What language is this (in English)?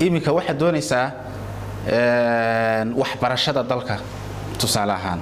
Somali